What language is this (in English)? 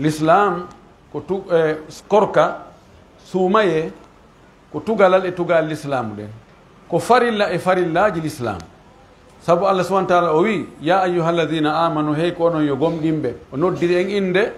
Pular